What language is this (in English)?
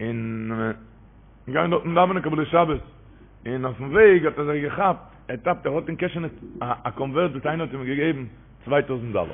Yiddish